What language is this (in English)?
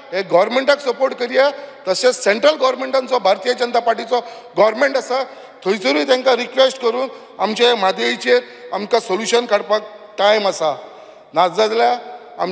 Konkani